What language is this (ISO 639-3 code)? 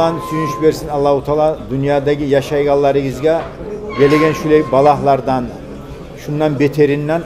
kum